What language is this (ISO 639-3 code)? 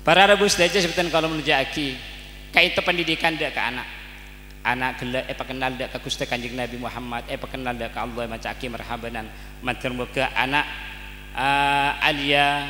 mad